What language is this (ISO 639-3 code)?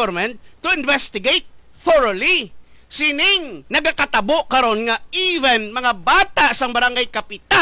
hil